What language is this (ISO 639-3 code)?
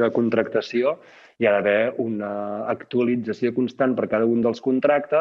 cat